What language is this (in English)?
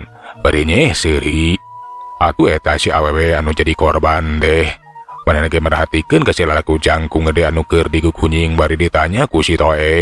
Sundanese